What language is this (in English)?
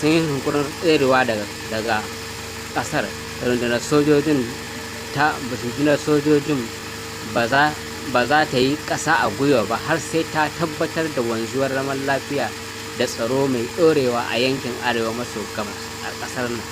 Hausa